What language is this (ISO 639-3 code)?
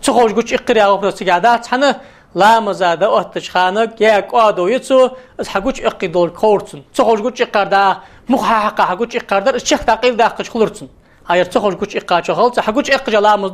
inh